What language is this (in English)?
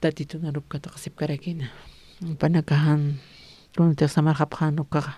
Aymara